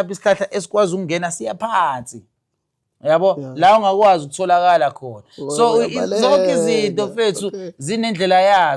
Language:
Zulu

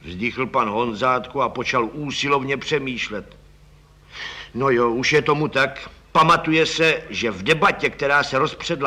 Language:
Czech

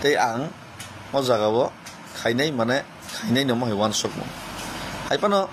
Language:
Kok Borok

